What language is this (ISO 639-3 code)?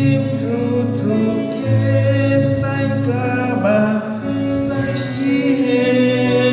kek